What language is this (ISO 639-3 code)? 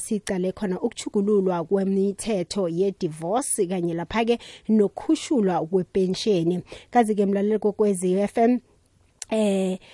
nbl